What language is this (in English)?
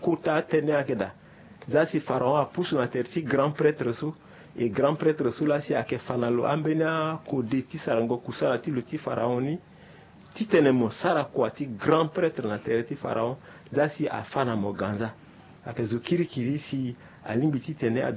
Sango